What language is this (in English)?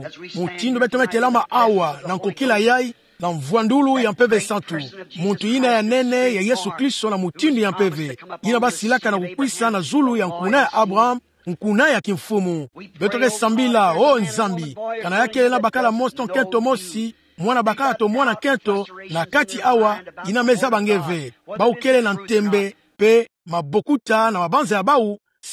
Kituba (Democratic Republic of Congo)